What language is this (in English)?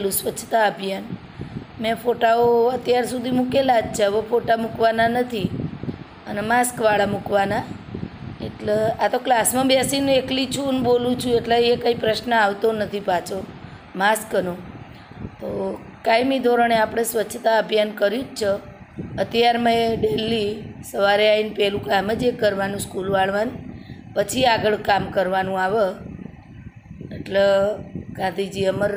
Gujarati